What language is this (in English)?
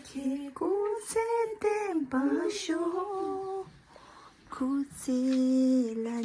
Tibetan